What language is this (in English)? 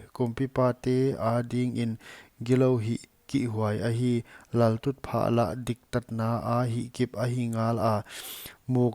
Paite Chin